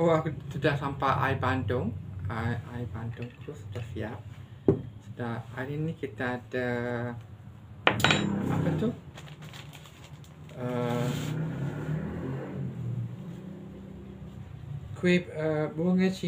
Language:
Malay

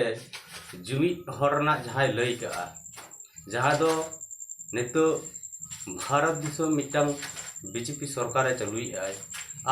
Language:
Santali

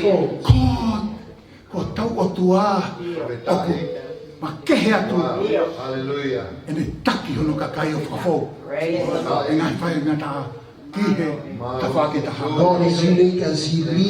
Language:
Tongan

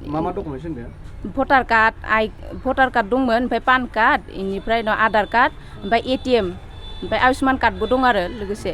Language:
Bodo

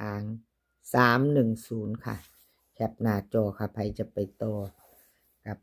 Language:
Northeastern Thai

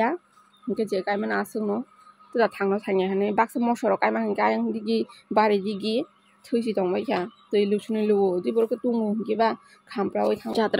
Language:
Kok Borok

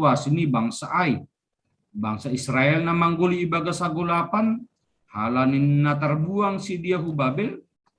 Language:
Batak Simalungun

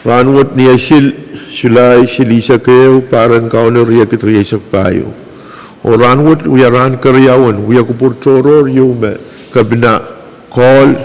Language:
Pohnpeian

